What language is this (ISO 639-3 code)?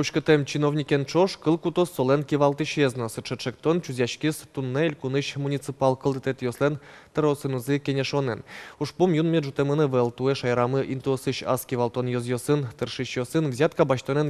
udm